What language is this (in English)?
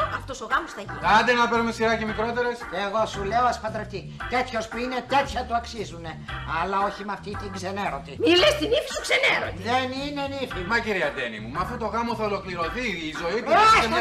Greek